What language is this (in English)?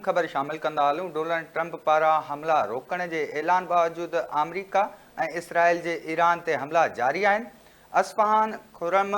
Sindhi